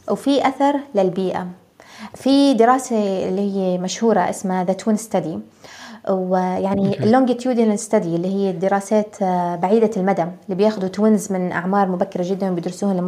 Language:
North Levantine Arabic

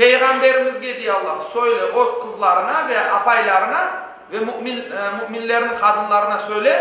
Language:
Crimean Tatar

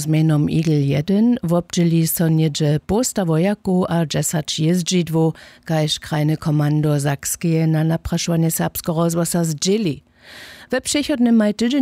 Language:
Upper Sorbian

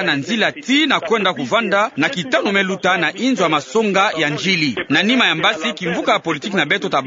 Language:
Kituba (Democratic Republic of Congo)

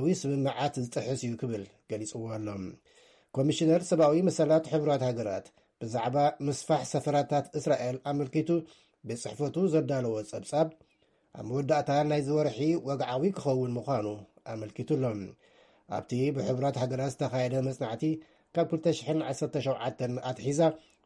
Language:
Tigrinya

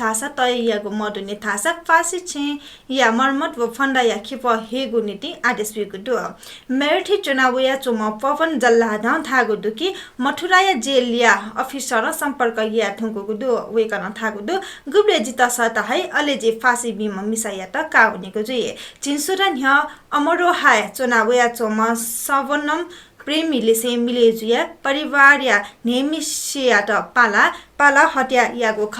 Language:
Newari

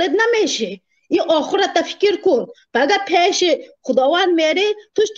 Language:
Tajik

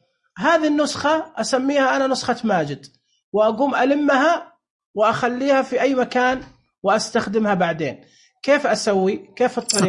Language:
Najdi Arabic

